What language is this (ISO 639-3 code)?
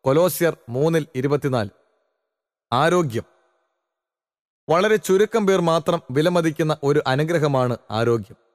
mal